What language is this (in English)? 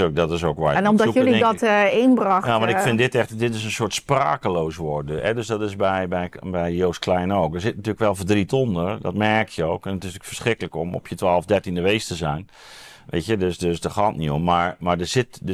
Dutch